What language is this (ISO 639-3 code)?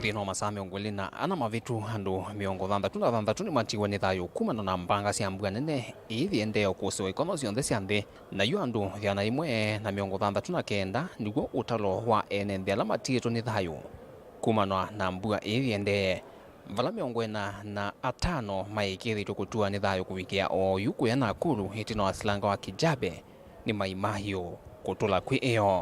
kam